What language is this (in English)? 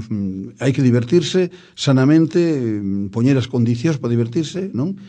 Galician